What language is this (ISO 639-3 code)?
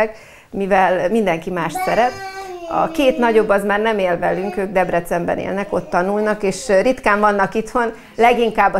hun